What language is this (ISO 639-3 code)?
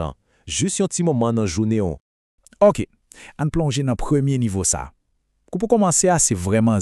hat